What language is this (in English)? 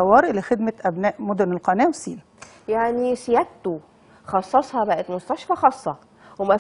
Egyptian Arabic